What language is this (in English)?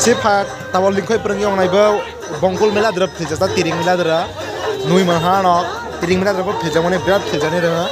Kok Borok